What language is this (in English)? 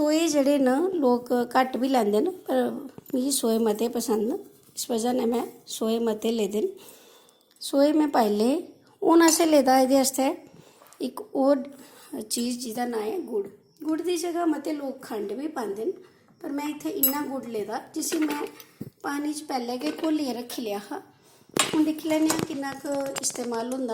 Dogri